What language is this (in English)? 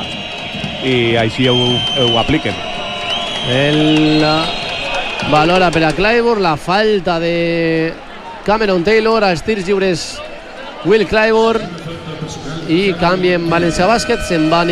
Catalan